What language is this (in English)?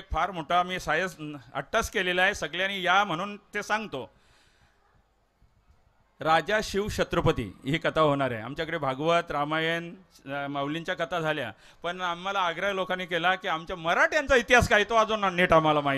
Marathi